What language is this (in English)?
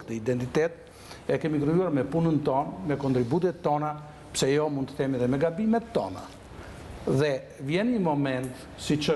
Albanian